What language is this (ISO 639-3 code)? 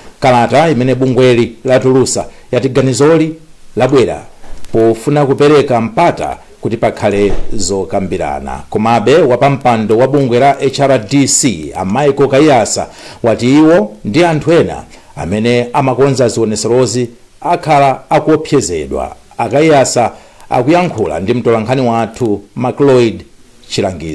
nya